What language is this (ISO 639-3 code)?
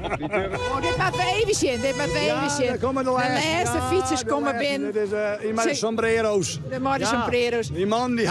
fry